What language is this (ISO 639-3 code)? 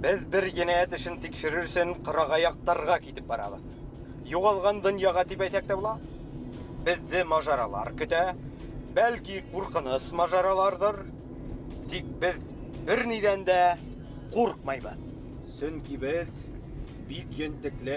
bak